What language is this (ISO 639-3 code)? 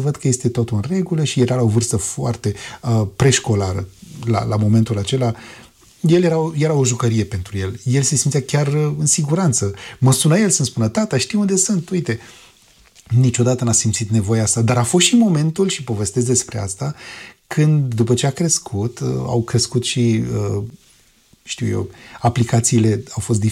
ron